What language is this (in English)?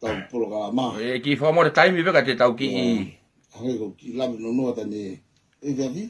Tongan